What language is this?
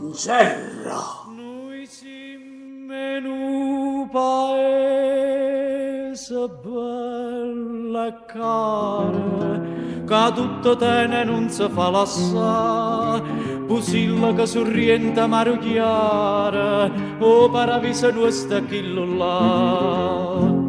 Neapolitan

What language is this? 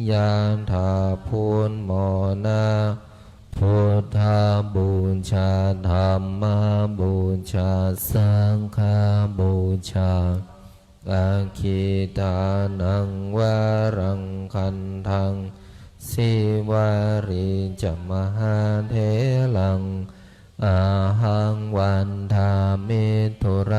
Pali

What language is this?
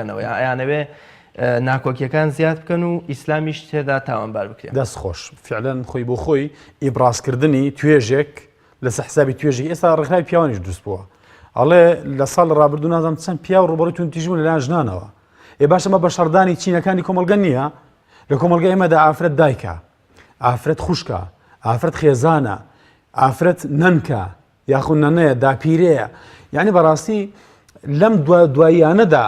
Central Kurdish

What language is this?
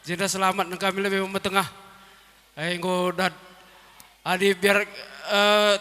Batak Karo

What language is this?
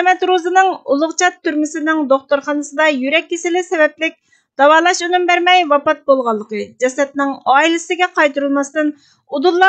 Uyghur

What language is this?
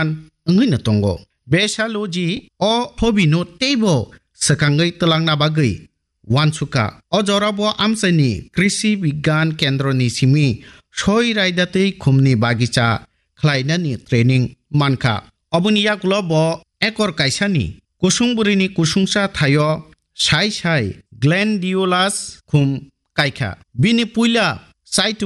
Kok Borok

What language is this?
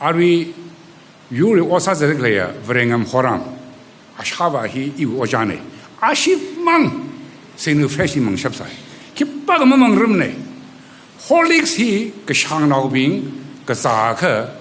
Tangkhul Naga (India)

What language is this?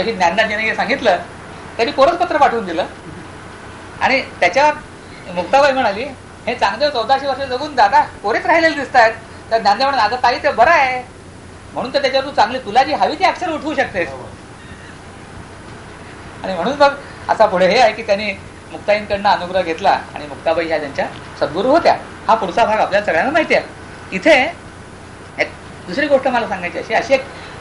Marathi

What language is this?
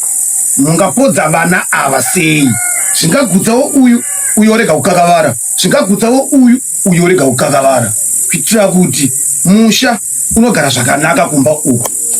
Shona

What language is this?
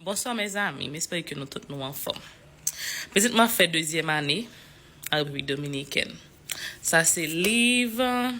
Haitian Creole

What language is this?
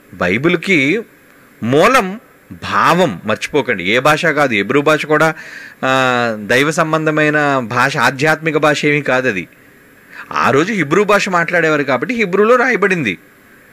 Telugu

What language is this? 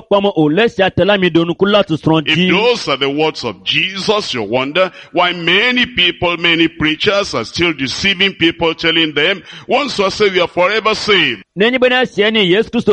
Ewe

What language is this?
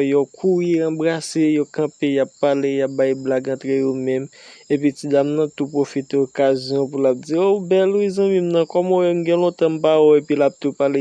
Haitian Creole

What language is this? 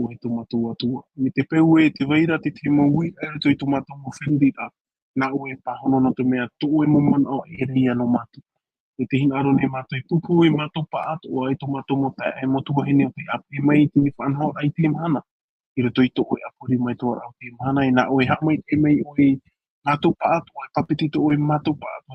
Tahitian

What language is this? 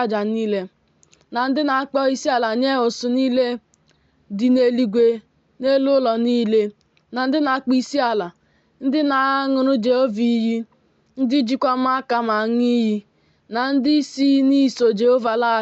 Igbo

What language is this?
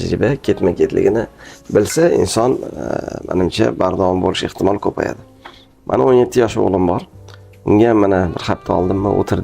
Uzbek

